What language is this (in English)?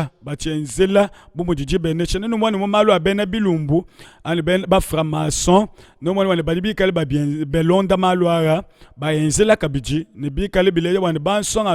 Luba-Lulua